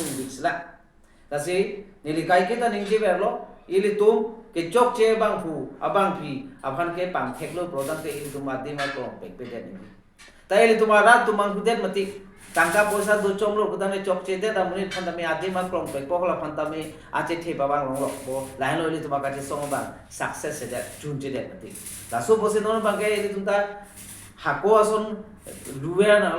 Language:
Karbi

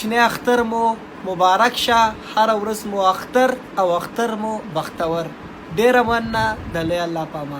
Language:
Pashto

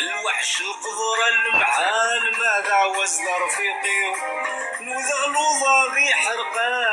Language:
Kabyle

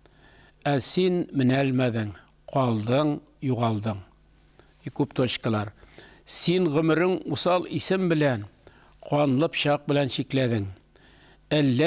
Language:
Tatar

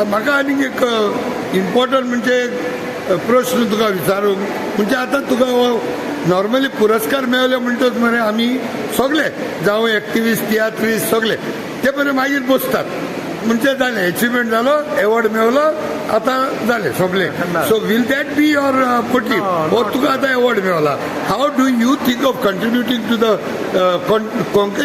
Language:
Konkani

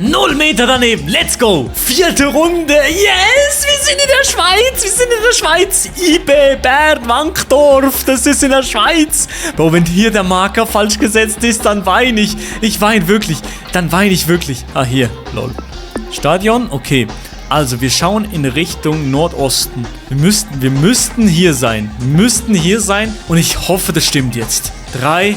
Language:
Swiss German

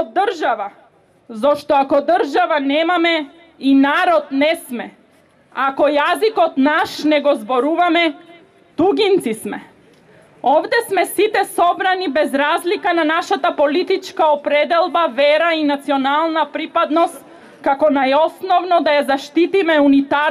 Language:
Macedonian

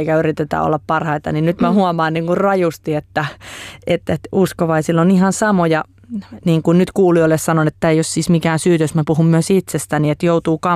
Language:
Finnish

